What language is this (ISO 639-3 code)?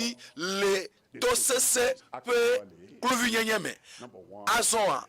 ewe